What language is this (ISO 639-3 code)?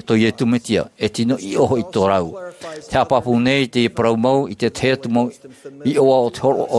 tah